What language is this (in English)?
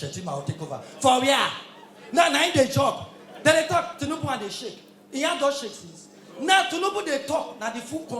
Nigerian Pidgin